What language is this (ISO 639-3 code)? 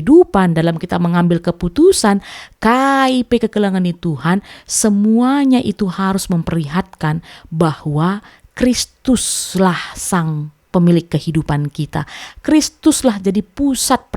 btx